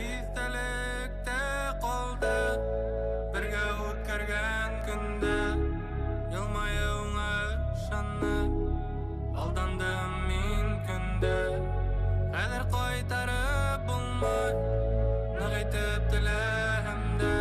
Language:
Bashkir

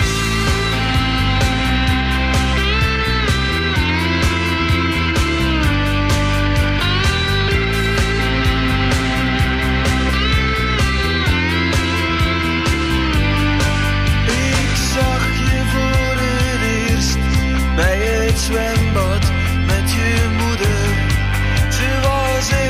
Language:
Dutch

